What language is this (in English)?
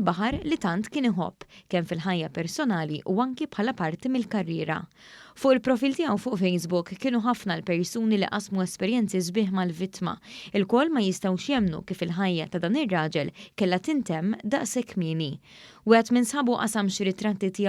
Maltese